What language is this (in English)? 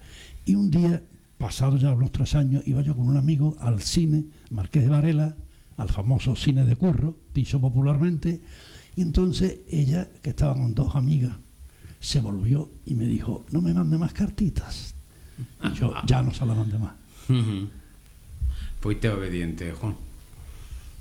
Spanish